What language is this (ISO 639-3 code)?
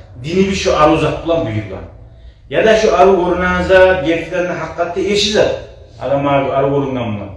kum